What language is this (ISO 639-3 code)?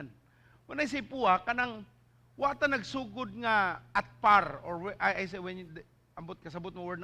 ceb